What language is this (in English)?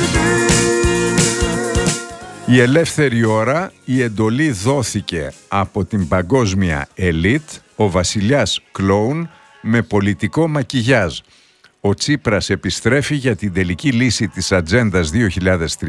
Greek